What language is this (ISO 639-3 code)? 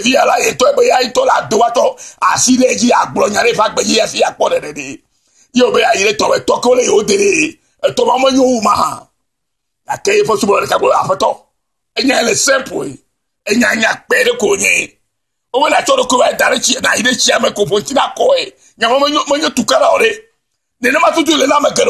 ewe